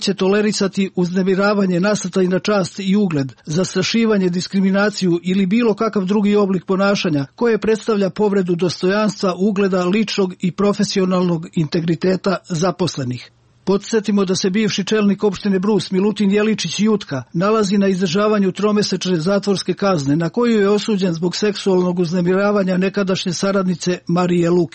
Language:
Serbian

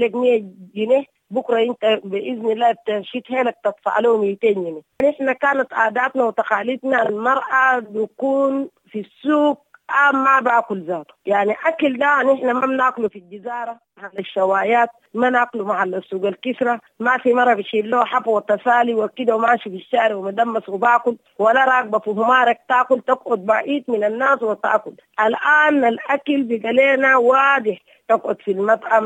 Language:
Sudanese Arabic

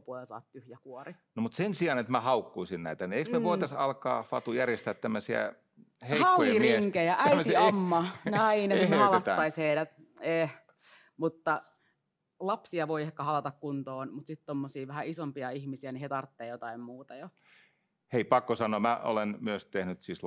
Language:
Finnish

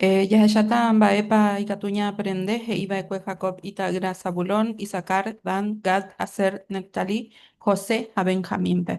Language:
Guarani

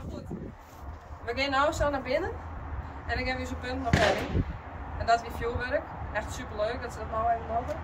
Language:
Western Frisian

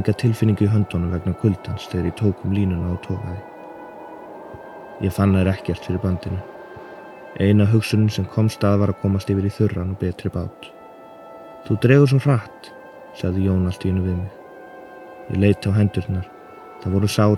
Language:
Icelandic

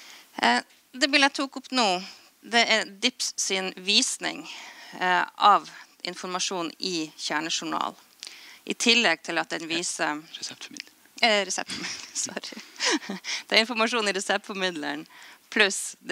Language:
Norwegian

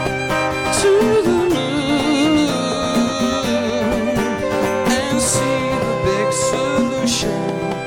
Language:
Greek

